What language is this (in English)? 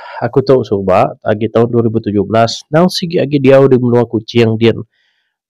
Iban